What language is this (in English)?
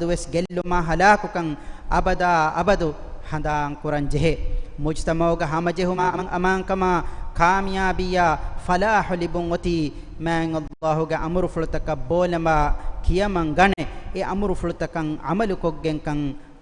Divehi